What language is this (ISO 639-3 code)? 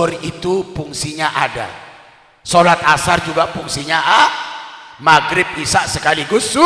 sas